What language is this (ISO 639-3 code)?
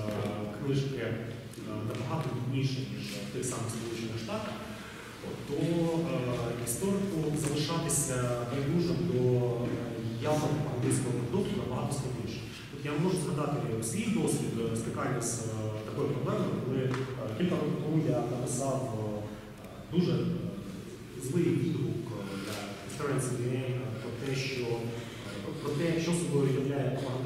ukr